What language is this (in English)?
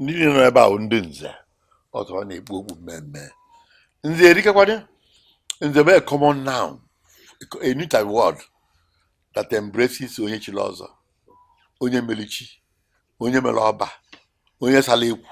Igbo